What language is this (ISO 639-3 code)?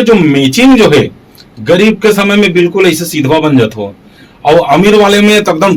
hne